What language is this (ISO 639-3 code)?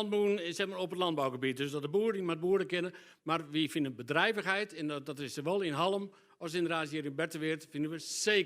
fry